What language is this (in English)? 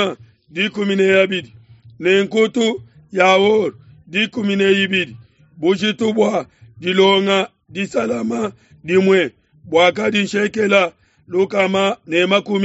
Luba-Lulua